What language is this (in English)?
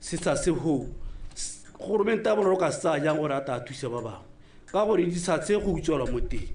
Tswana